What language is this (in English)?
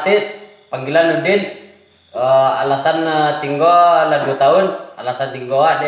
Minangkabau